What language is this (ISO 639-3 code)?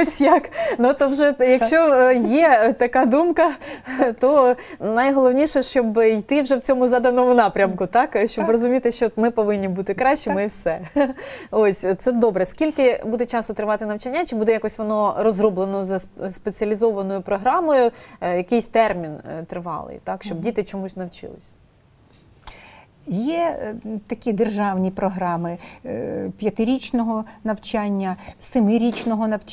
ukr